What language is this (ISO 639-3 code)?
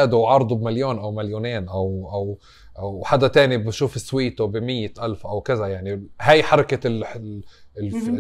apc